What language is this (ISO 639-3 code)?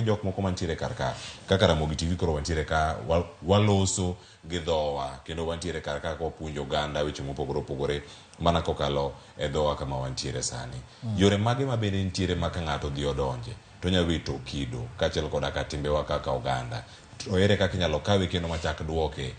luo